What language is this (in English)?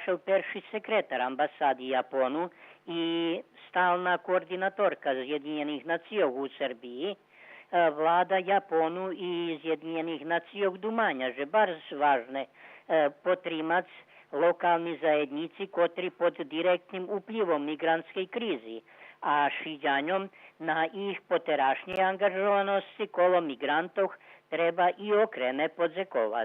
Rusyn